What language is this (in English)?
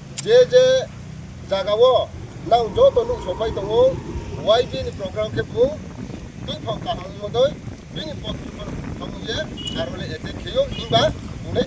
Riang (India)